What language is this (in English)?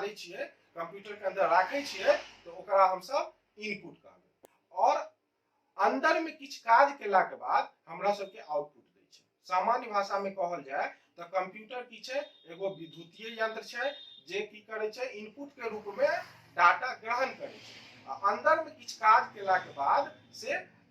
Maithili